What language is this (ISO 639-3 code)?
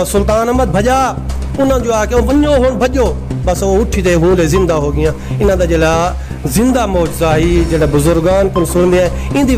skr